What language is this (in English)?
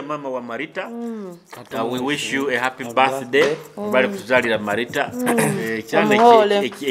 Nyoro